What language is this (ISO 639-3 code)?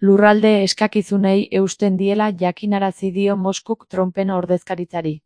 eus